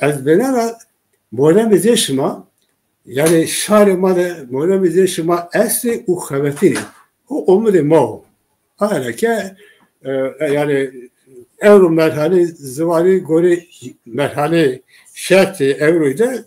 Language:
Zaza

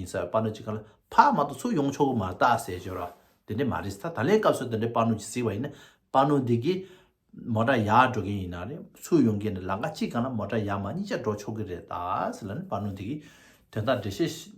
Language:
Tibetan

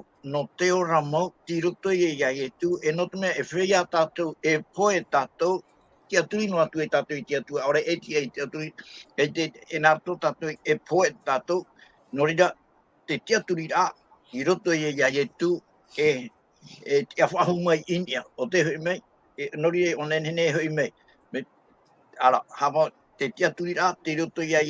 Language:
Tahitian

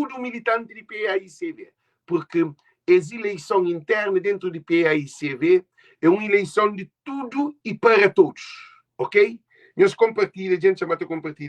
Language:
Kabuverdianu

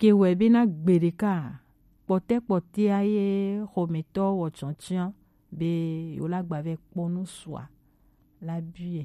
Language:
Gen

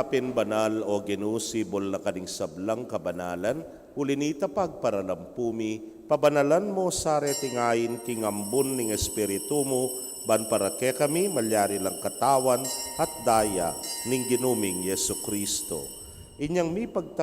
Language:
Pampanga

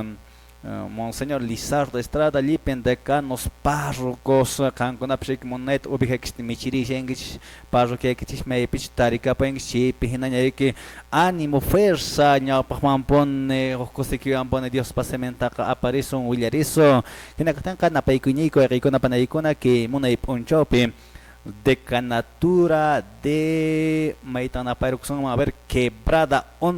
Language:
Quechua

